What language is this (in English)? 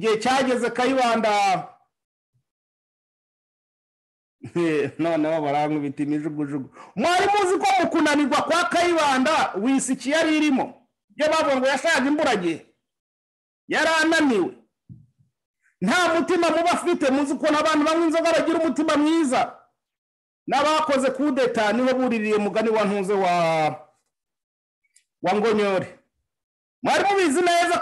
Kinyarwanda